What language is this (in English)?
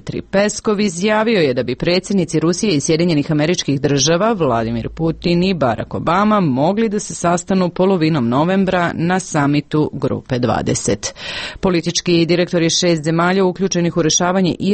Serbian